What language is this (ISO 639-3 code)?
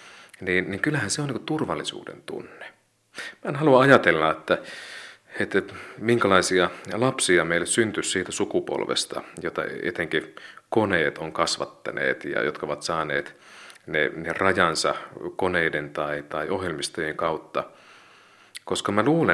fin